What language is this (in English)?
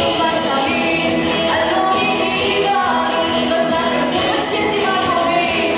Hakha Chin